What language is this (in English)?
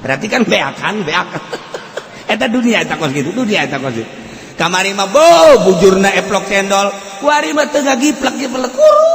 Sundanese